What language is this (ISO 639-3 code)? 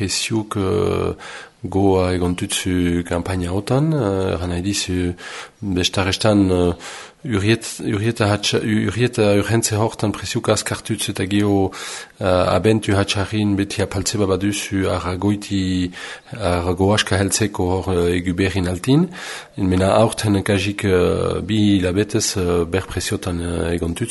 eus